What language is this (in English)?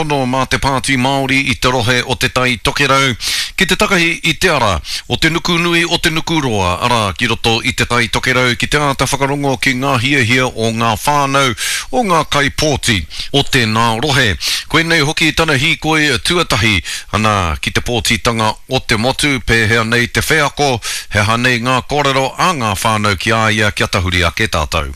Māori